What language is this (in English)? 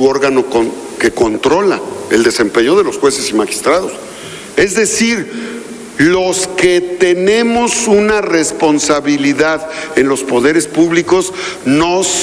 Spanish